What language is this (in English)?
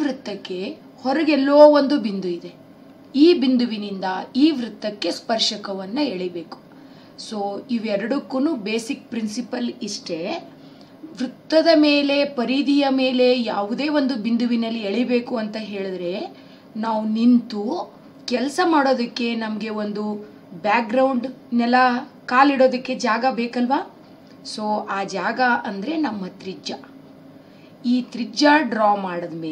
Kannada